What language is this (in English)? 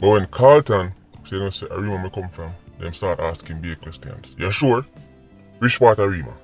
Jamaican Creole English